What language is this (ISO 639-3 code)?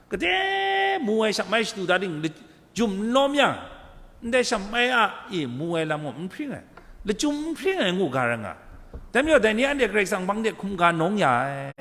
kac